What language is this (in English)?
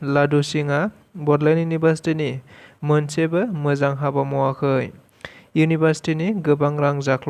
Bodo